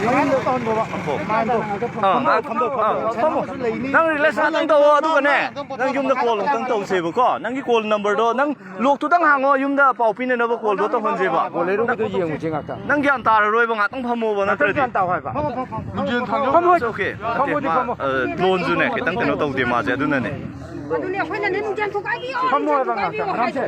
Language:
Manipuri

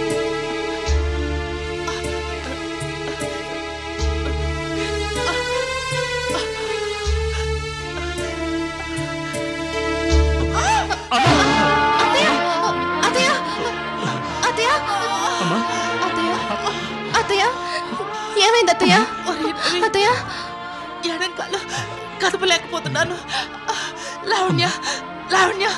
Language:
Telugu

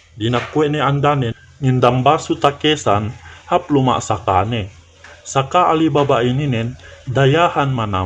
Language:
Yakan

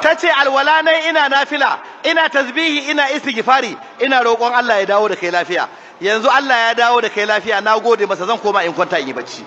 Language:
Hausa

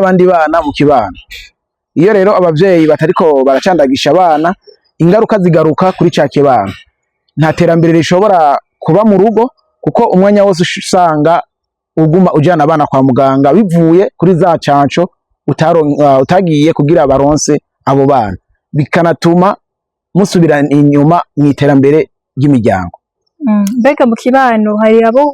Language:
Rundi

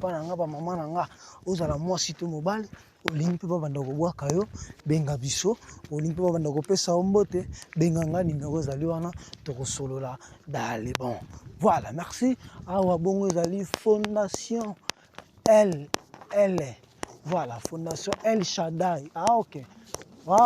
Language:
Lingala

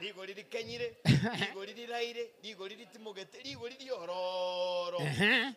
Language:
Gusii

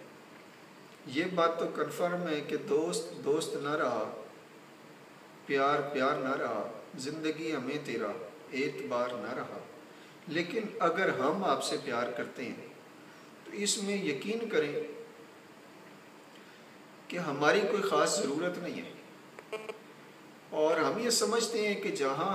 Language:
Urdu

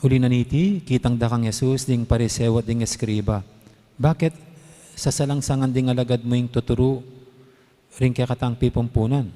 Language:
Pampanga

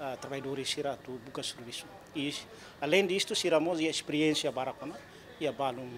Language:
Tetum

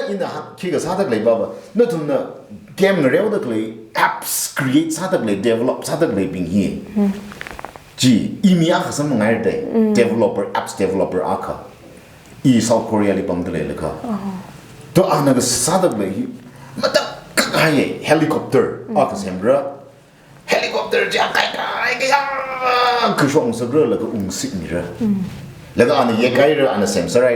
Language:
Tangkhul Naga (India)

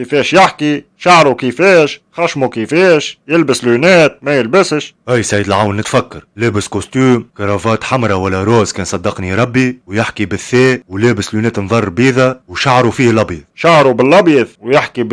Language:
Tunisian Arabic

